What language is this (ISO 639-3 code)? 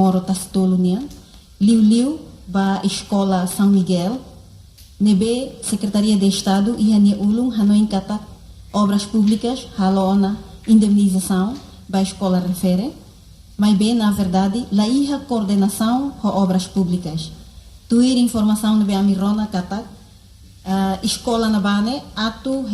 tet